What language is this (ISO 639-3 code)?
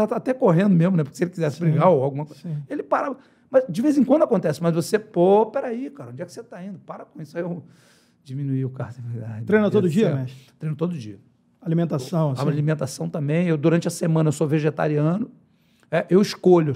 por